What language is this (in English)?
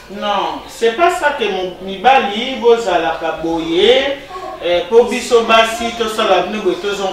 Lingala